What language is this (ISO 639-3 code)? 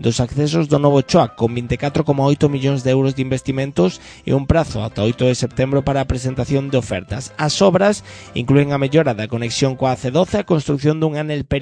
glg